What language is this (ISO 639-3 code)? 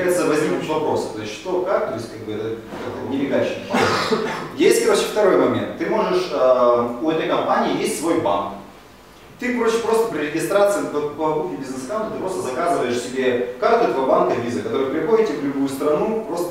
rus